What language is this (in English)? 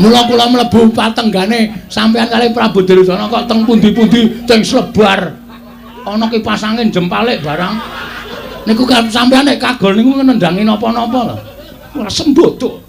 Javanese